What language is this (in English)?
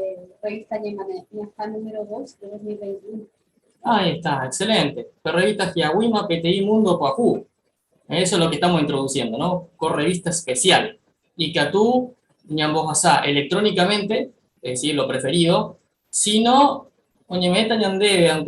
Guarani